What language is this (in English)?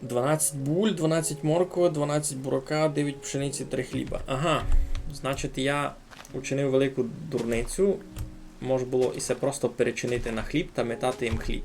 Rusyn